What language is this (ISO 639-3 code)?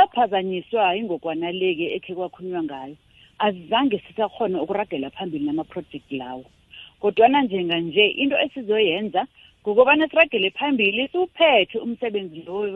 nbl